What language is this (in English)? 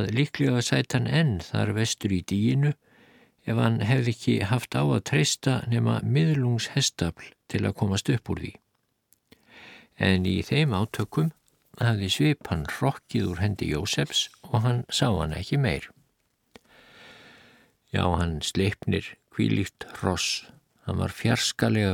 Icelandic